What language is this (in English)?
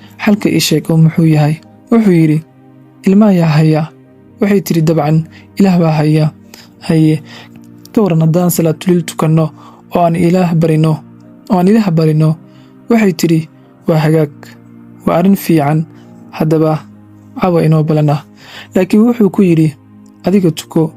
Somali